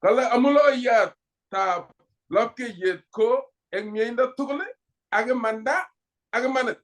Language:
Kalenjin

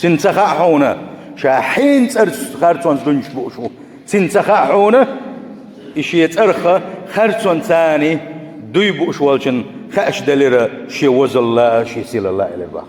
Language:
Chechen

